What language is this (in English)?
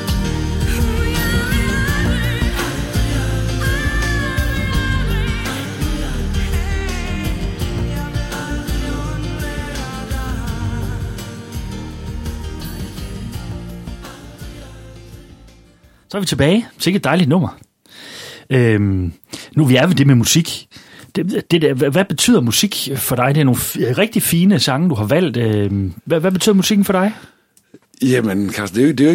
Danish